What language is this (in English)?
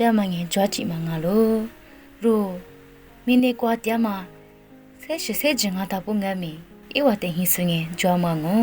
Lisu